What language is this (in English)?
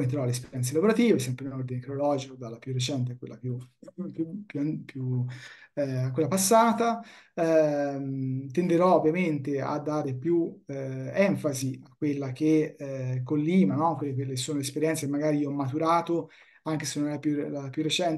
Italian